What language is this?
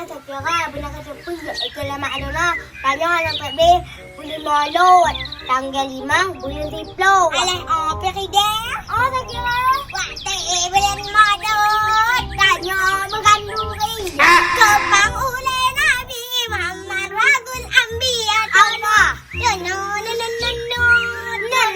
Achinese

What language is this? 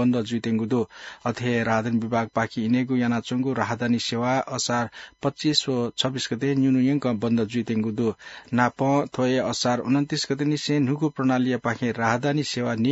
Newari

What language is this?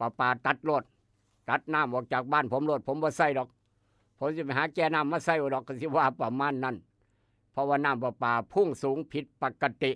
Northeastern Thai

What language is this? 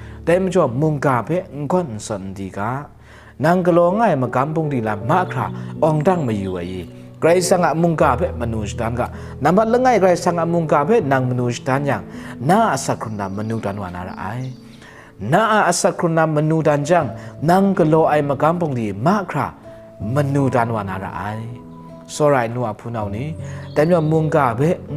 Kachin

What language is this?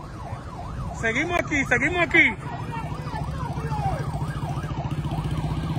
Spanish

